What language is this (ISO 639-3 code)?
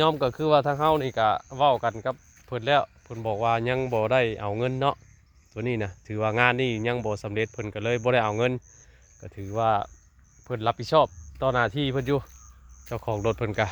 tts